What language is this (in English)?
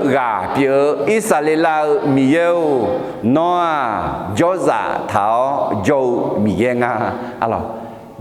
Akha